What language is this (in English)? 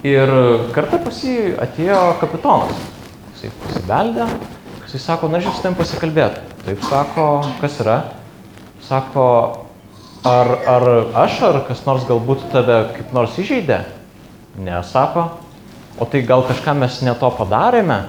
Lithuanian